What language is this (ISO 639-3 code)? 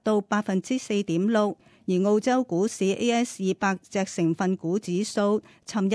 yue